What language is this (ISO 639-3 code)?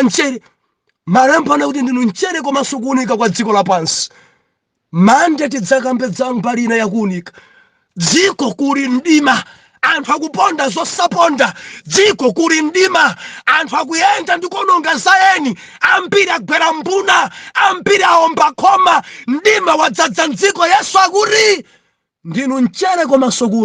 nya